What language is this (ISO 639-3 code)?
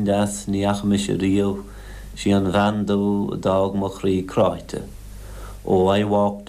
gle